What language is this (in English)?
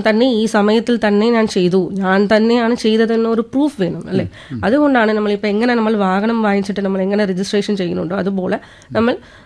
Malayalam